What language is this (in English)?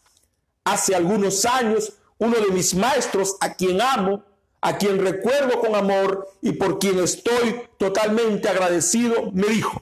Spanish